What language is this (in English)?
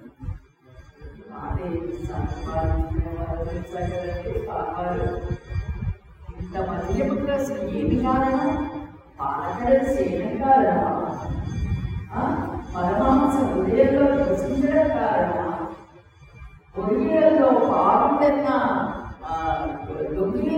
Telugu